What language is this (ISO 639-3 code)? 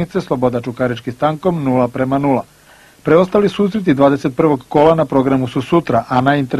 srp